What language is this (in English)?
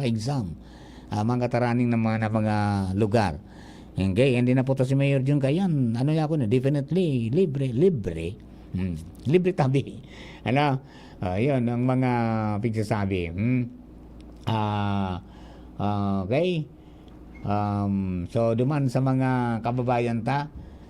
Bikol